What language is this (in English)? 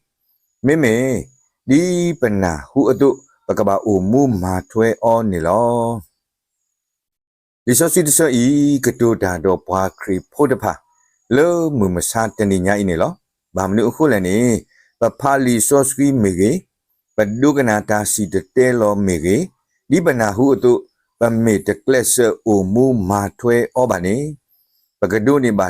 S'gaw Karen